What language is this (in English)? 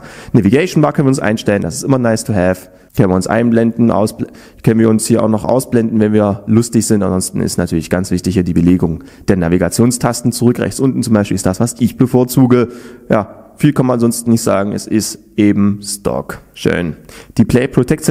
German